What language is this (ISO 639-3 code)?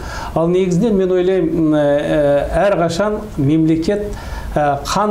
kaz